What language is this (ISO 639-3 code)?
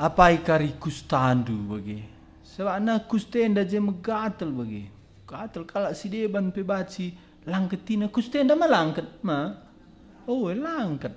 btx